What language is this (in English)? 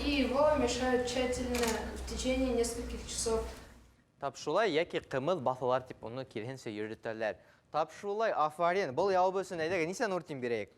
Bashkir